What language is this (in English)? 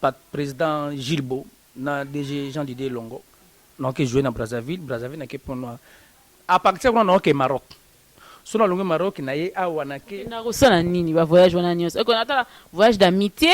Lingala